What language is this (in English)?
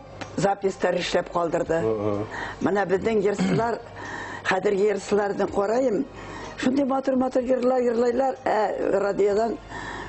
Bashkir